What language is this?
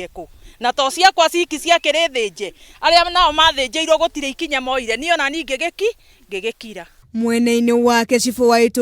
Kikuyu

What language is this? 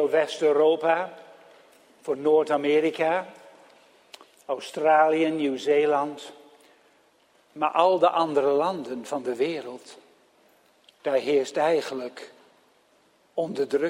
Dutch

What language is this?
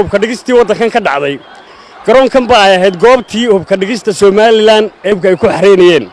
Somali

